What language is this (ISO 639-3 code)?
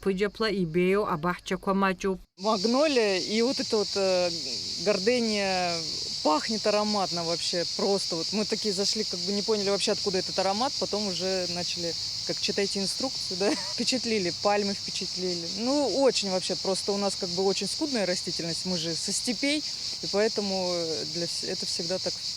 abk